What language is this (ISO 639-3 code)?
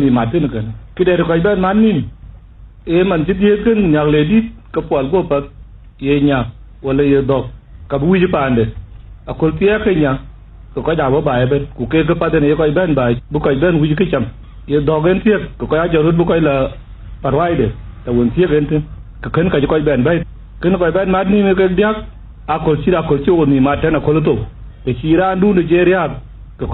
din